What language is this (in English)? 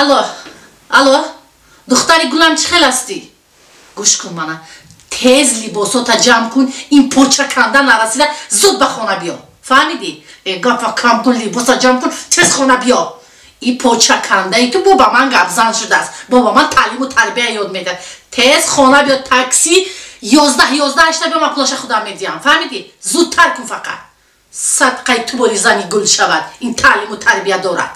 Tajik